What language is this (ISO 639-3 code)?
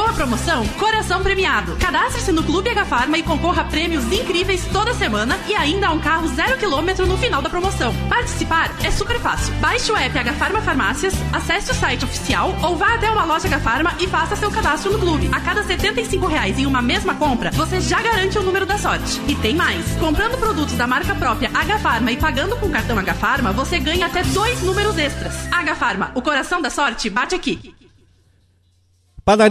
por